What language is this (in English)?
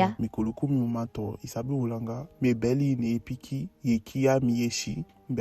Eastern Maroon Creole